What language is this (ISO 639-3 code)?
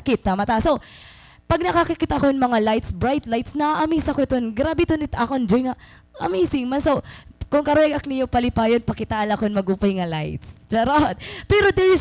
war